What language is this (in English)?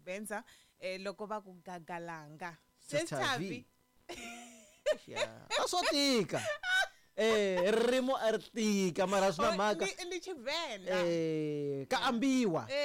Tsonga